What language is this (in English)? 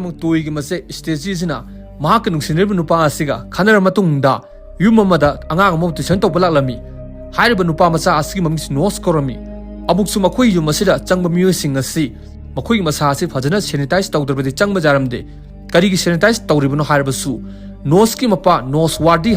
Manipuri